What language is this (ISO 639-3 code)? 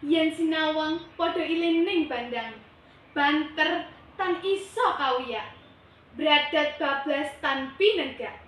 jav